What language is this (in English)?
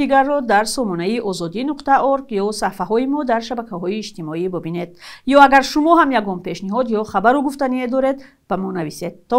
Tajik